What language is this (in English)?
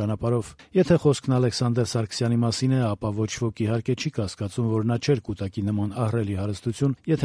Armenian